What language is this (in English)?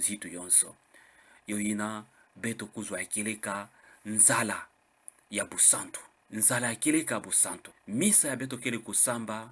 Kituba (Democratic Republic of Congo)